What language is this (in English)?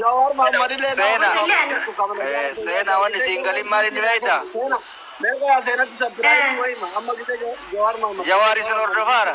Oromo